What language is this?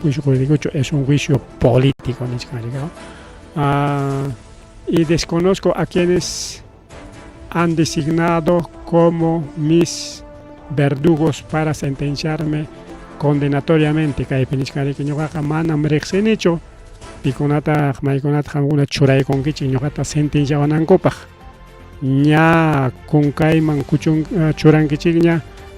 Ayacucho Quechua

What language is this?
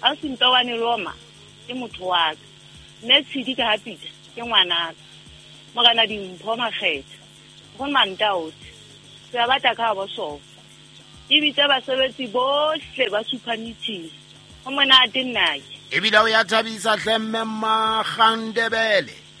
Southern Sotho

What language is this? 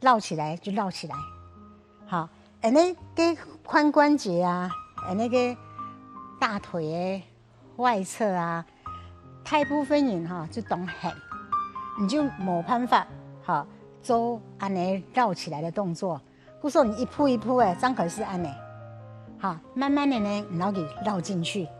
Hakka Chinese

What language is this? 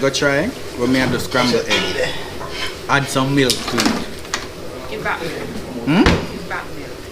Jamaican Creole English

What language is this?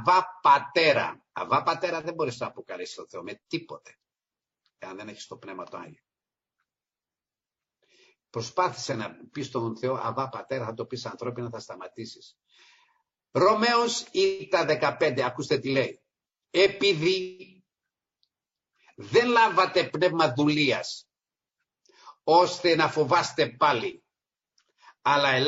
Greek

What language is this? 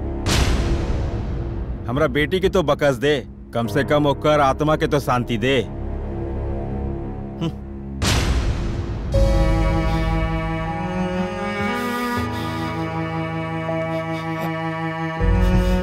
Bhojpuri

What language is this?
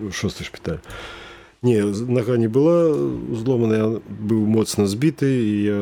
Belarusian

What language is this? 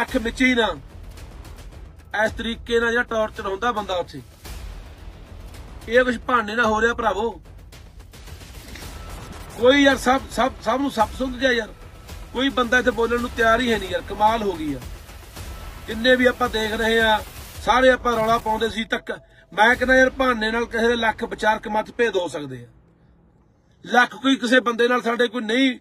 Punjabi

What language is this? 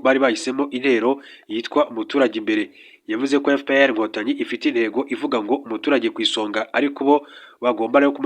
Kinyarwanda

